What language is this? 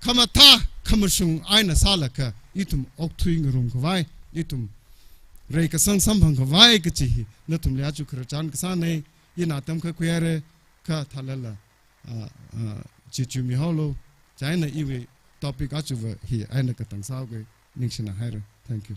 Tangkhul Naga (India)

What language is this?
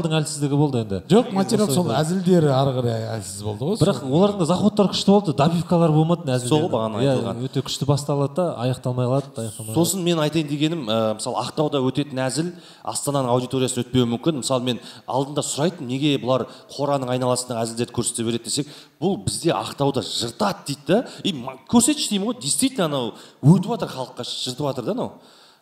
Kazakh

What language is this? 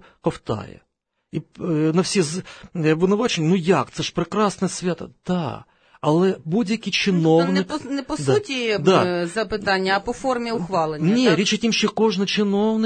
Ukrainian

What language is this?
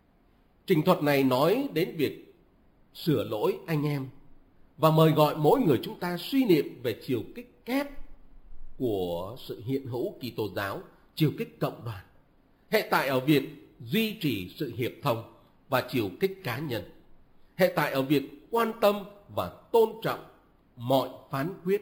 Vietnamese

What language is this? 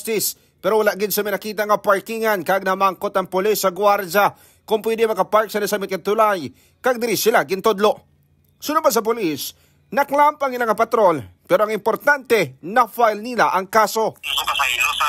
Hiligaynon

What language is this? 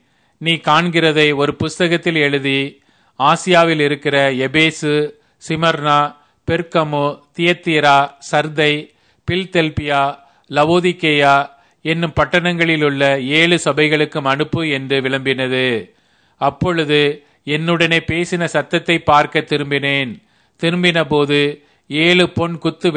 Tamil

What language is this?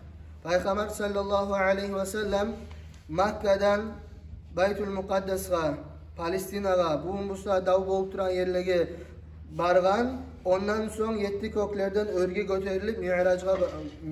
Kumyk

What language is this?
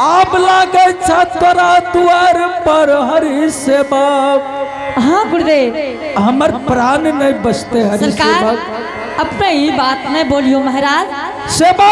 Angika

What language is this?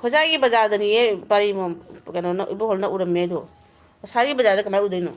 Manipuri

